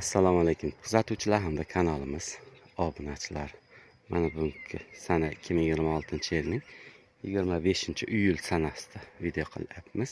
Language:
Uzbek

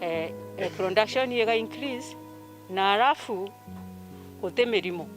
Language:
Meru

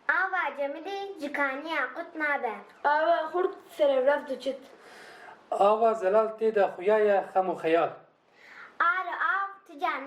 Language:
Kurdish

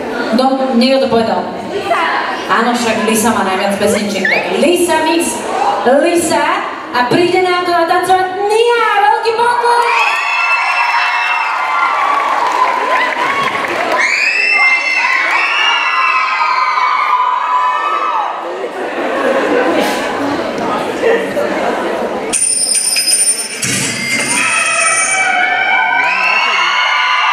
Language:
Slovak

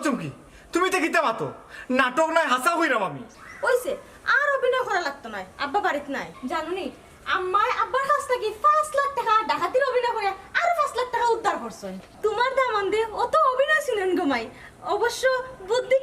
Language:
Sylheti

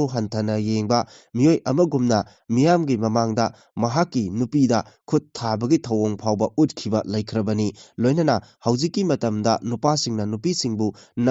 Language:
Manipuri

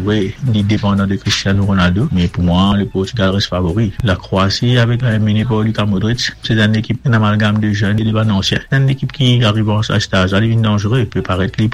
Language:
Morisyen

